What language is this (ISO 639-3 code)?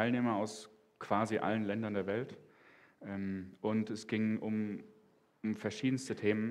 gsw